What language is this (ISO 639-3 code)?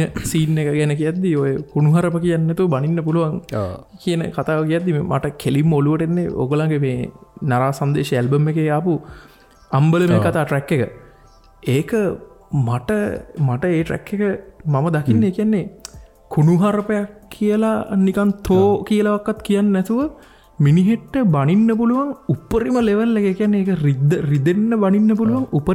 sin